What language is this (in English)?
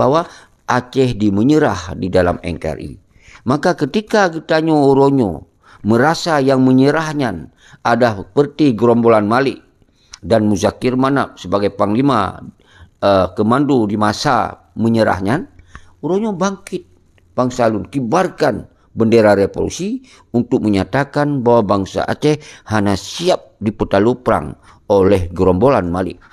Achinese